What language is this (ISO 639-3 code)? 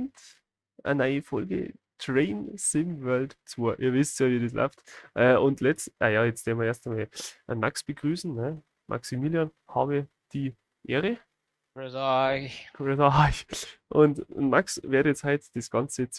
bar